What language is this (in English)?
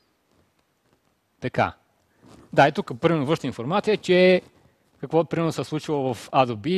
Bulgarian